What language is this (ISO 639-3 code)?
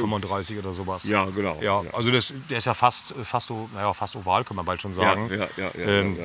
deu